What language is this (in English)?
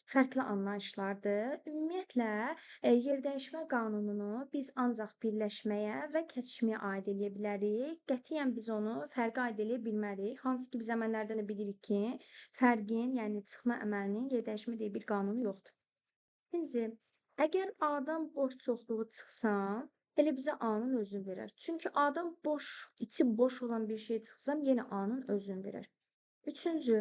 Azerbaijani